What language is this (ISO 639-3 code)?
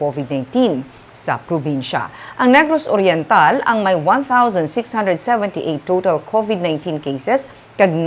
hil